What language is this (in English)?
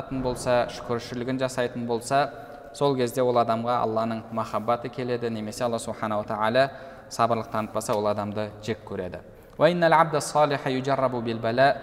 Kazakh